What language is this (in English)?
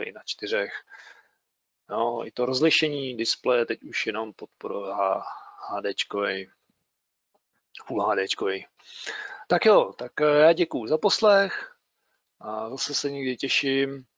Czech